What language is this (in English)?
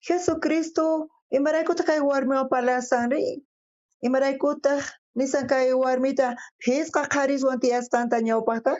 South Bolivian Quechua